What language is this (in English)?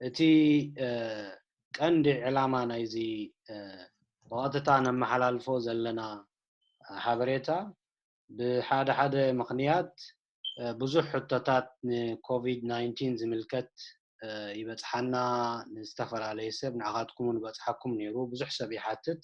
Tigrinya